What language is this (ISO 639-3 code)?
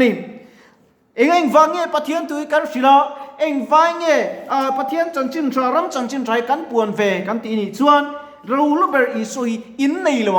lus